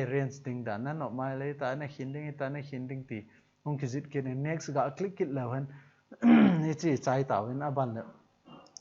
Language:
Thado Chin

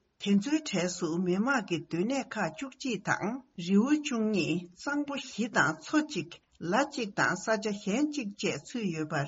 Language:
Tibetan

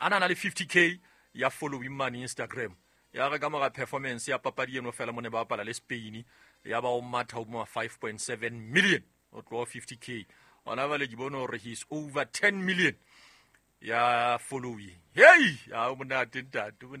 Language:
Southern Sotho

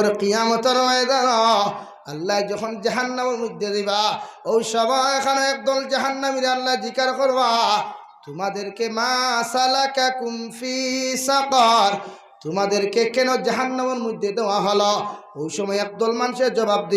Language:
Sylheti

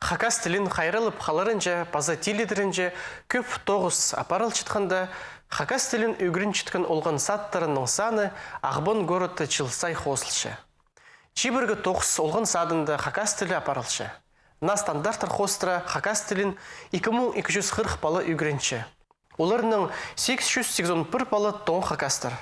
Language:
Khakas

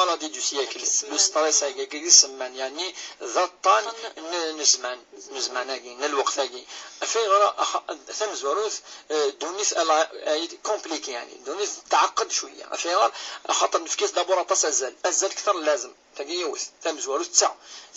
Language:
Kabyle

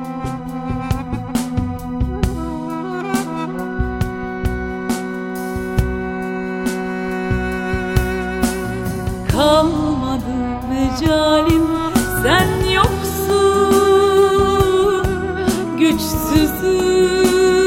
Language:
Turkish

